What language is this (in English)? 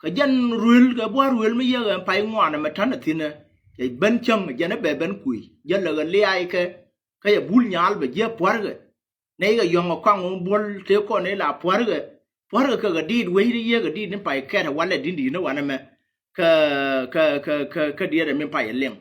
Nuer